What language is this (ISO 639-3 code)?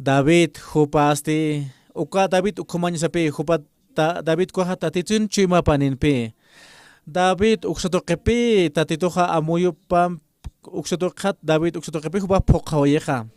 aym